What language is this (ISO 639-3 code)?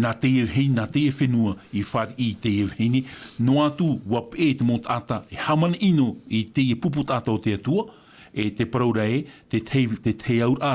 tah